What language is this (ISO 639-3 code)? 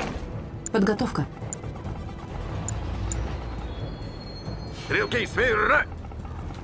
rus